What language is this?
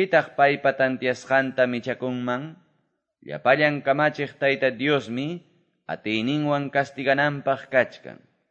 Quechua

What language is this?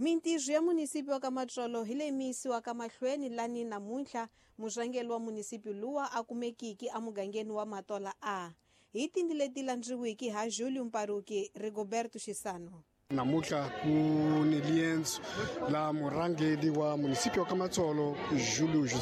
Tsonga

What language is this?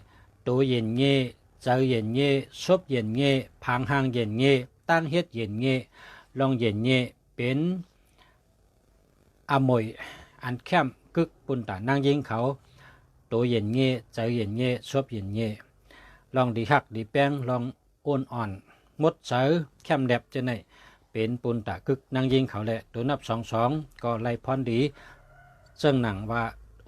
Shan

